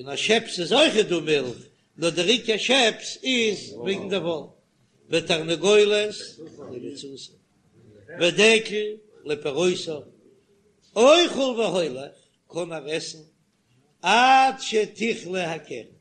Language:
Yiddish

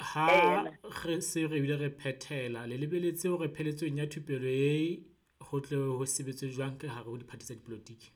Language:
Southern Sotho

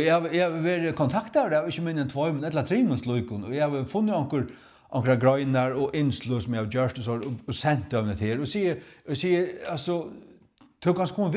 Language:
Faroese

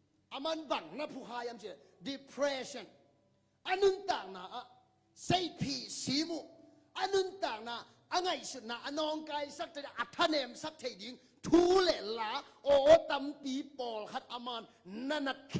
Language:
Tedim Chin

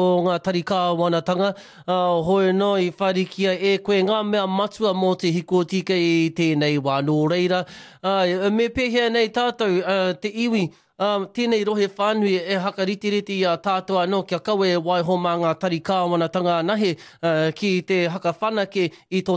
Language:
Māori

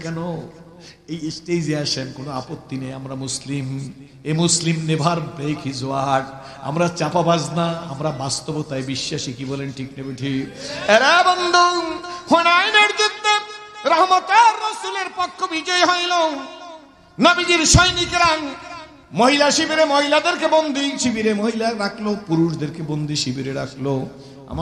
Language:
Bangla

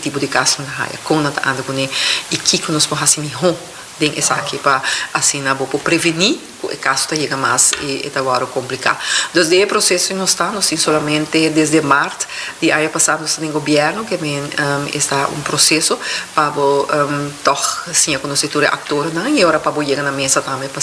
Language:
Papiamento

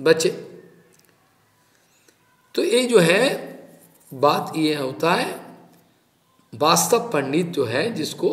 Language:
Hindi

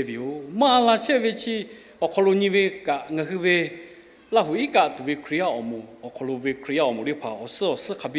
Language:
Lahu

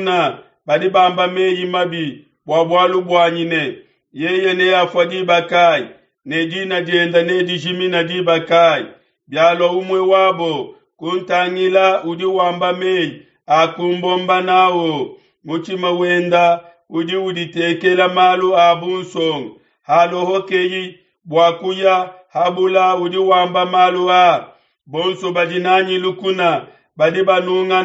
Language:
Luba-Lulua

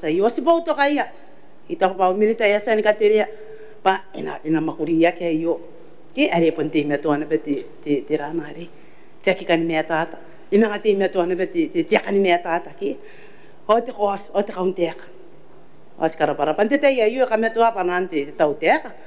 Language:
Gilbertese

